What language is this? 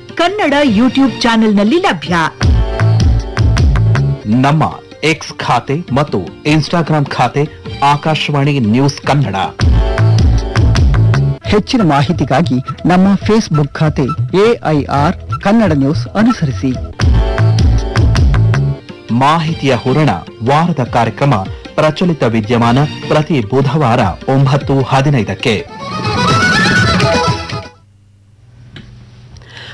Kannada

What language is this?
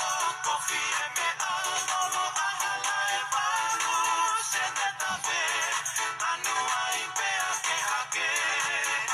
Tongan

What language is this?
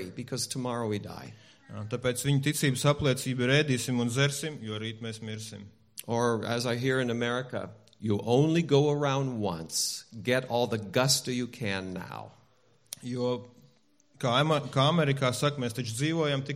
Latvian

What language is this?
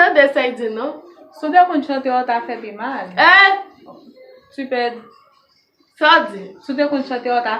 Haitian Creole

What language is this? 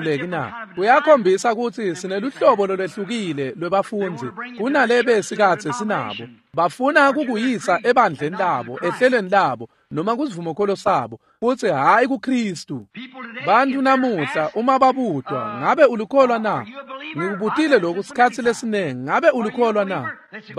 Swati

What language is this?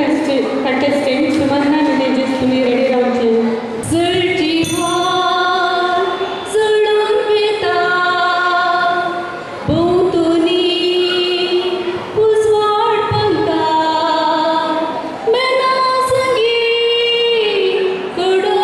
Konkani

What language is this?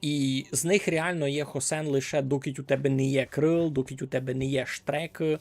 Rusyn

